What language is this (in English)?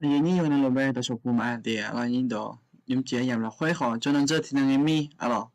Akha